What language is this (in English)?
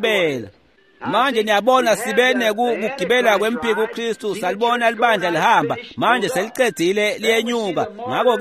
Swati